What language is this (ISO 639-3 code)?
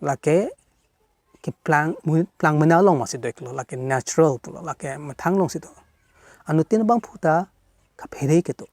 mjw